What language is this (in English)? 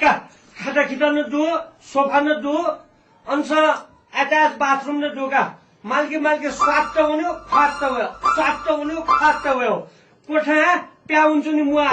Newari